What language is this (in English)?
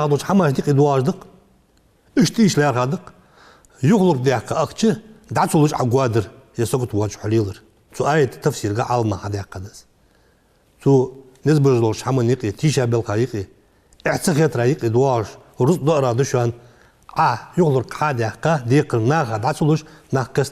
Ingush